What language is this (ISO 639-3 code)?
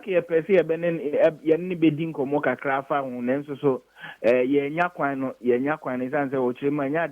aka